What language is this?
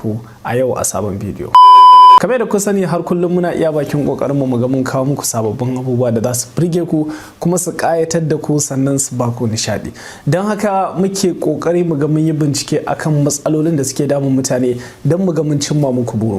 Hausa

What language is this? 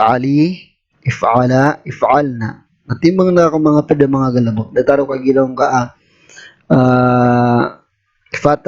Maranao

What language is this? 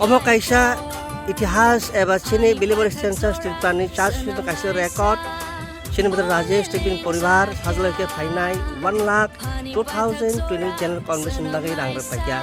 Kok Borok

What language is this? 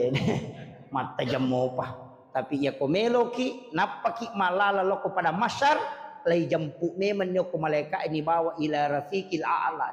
Buginese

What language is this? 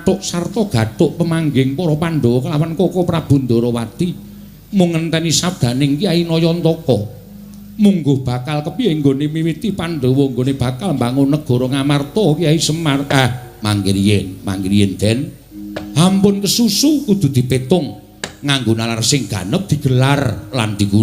Javanese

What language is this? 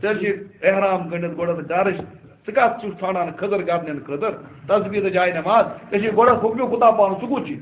Kashmiri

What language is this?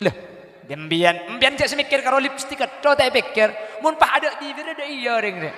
Madurese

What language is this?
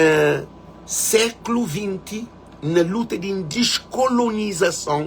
Kabuverdianu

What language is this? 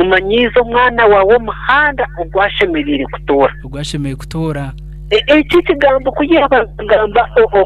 Nyankole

